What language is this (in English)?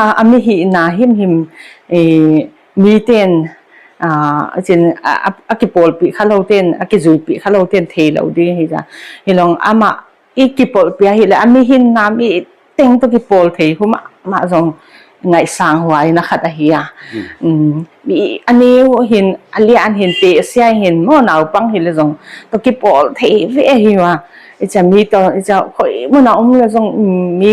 Paite Chin